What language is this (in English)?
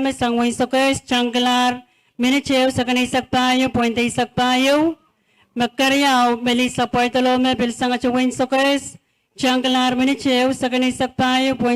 Pohnpeian